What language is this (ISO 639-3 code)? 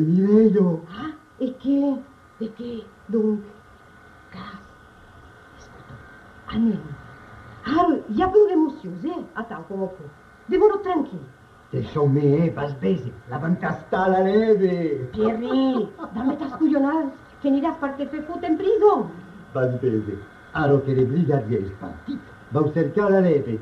oci